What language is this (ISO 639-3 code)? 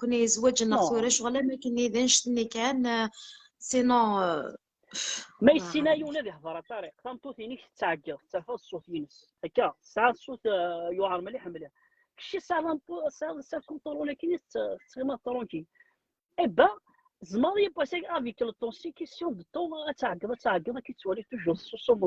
kab